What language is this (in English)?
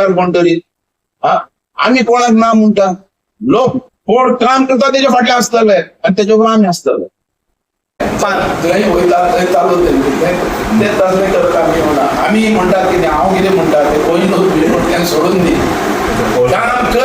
Konkani